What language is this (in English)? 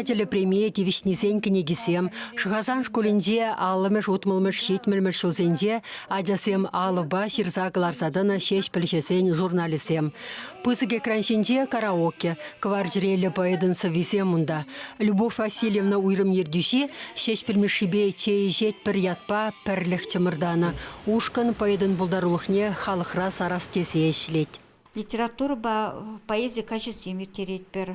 Chuvash